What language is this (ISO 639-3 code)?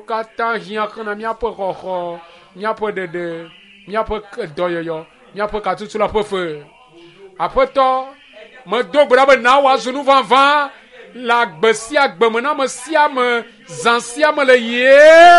ewe